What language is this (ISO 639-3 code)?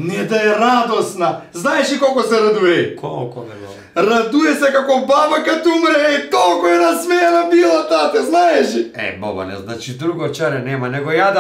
mkd